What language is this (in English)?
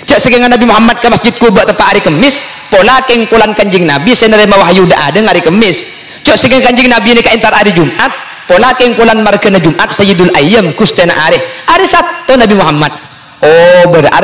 Madurese